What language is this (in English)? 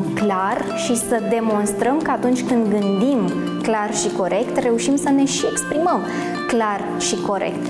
Romanian